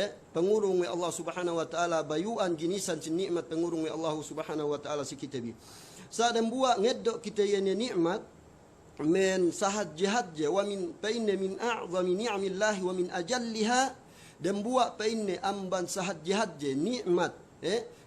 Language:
Yakan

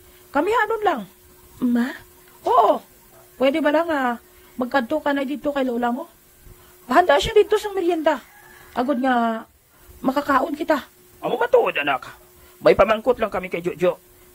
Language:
Hiligaynon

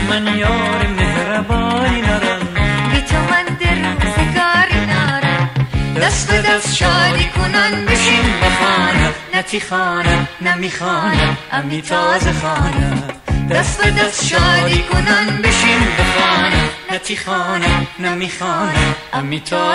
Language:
Gilaki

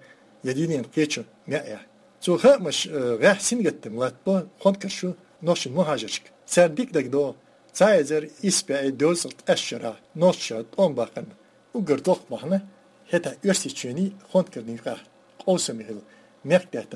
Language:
Chechen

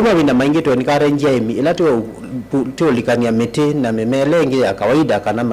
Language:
Kamba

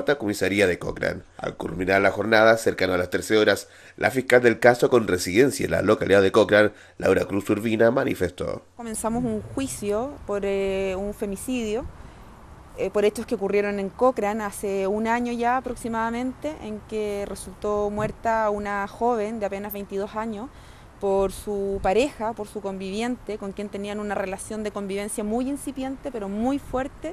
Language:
Spanish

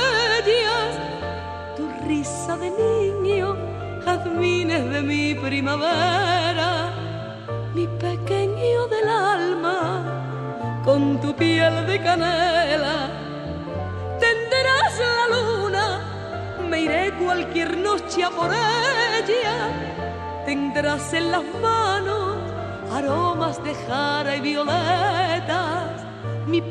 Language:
Spanish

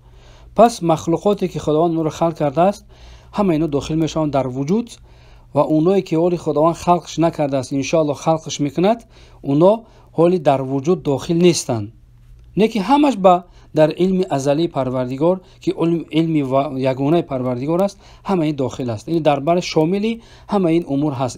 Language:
Persian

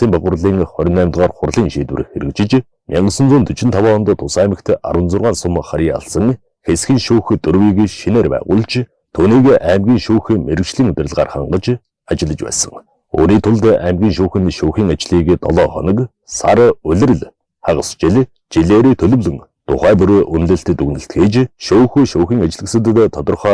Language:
Mongolian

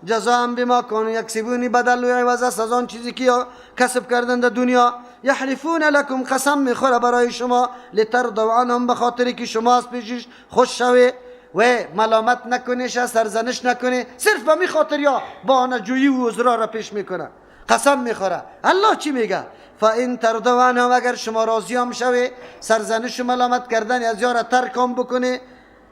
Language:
Persian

